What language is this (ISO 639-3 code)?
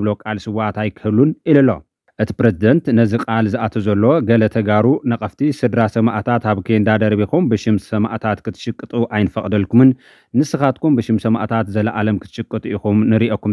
tir